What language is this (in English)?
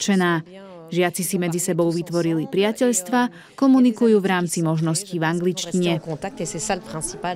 Slovak